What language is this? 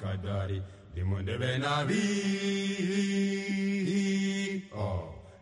Kinyarwanda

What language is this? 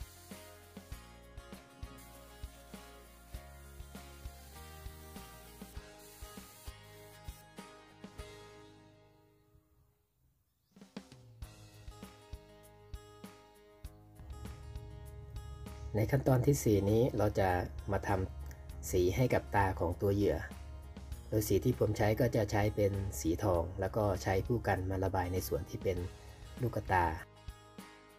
Thai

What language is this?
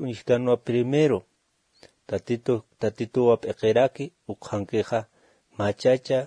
Aymara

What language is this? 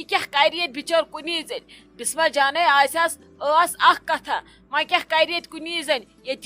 Kashmiri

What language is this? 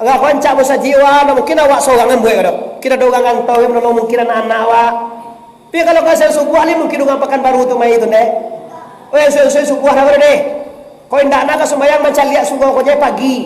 Minangkabau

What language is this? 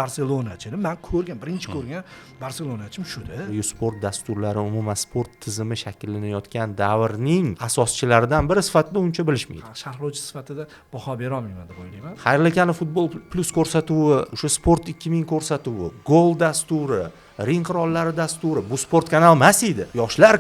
Uzbek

